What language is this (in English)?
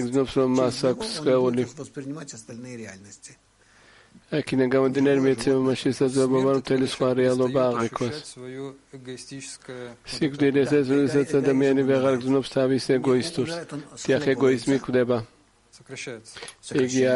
Georgian